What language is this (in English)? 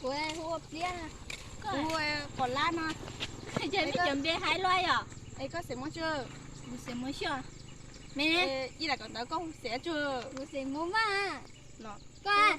Hmong